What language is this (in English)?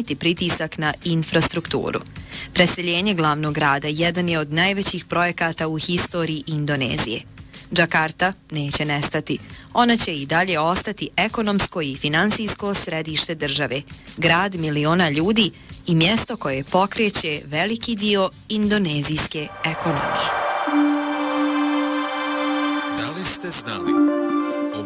Bosnian